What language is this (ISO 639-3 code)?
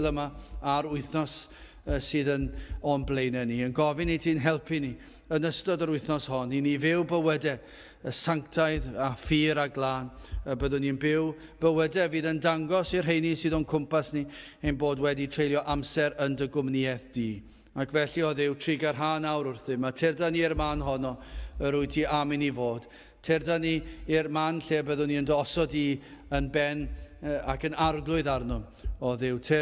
cym